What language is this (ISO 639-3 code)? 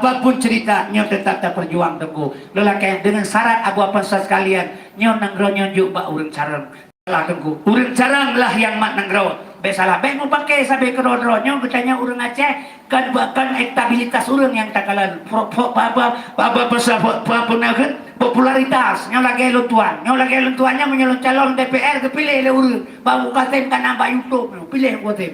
ace